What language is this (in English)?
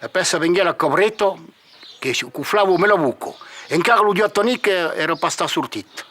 Occitan